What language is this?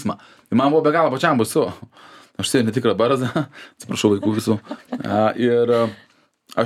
Lithuanian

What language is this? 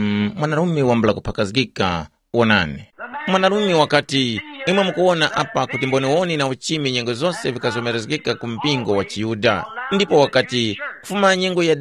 Tumbuka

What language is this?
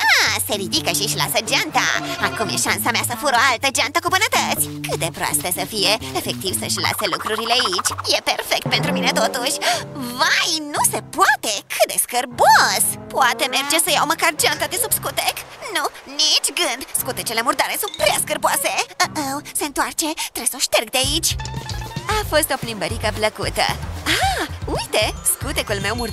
Romanian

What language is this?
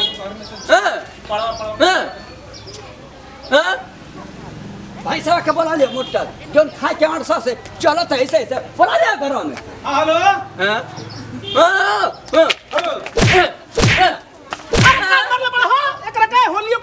Bhojpuri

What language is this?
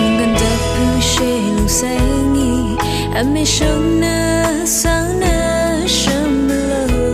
Rawang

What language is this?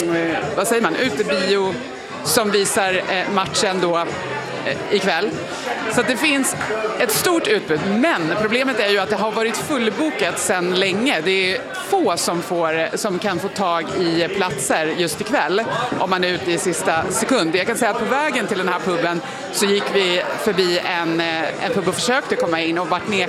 Swedish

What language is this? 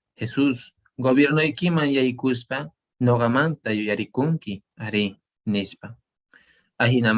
Quechua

